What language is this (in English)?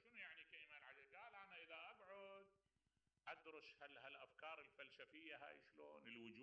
Mesopotamian Arabic